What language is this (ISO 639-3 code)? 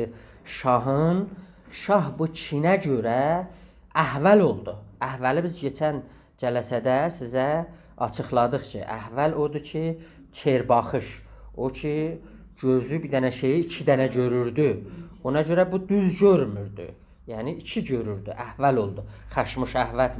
azb